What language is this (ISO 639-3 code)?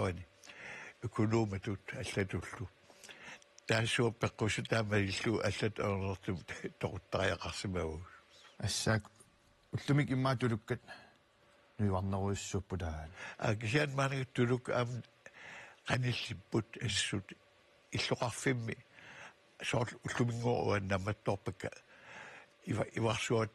kal